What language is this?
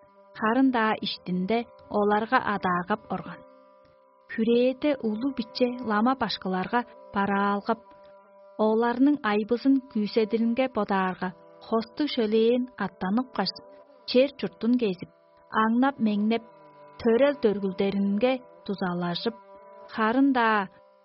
Tuvinian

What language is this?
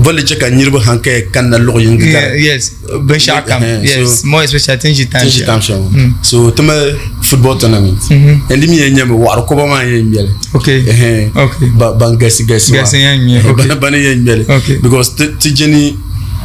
Dagbani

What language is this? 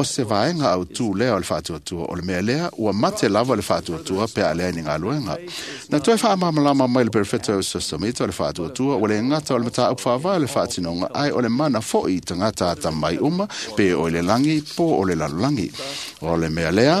Samoan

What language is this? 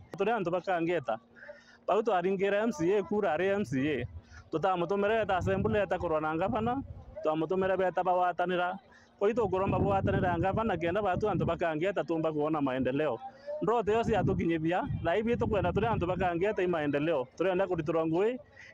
Meru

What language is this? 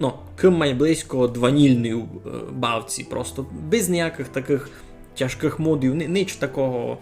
Rusyn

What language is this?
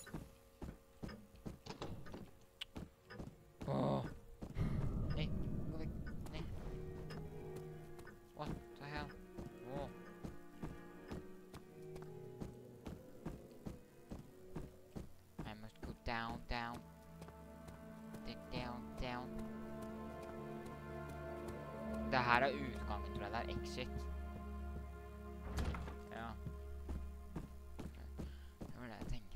Norwegian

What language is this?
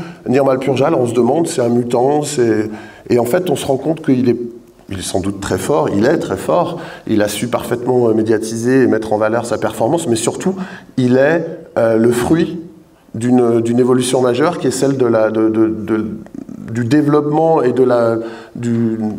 French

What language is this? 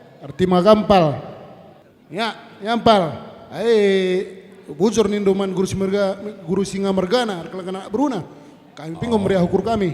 Batak Karo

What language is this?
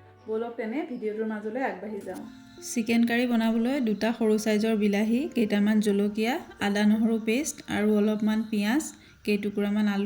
Assamese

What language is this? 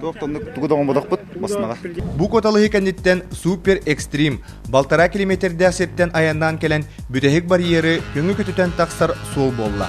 Yakut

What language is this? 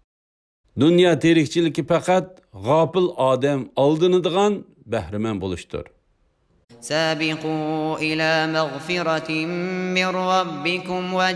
Uyghur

